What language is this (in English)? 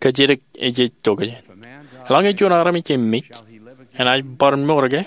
Marshallese